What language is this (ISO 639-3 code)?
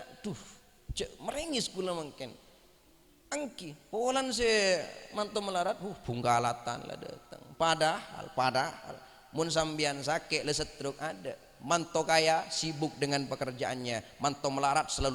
mad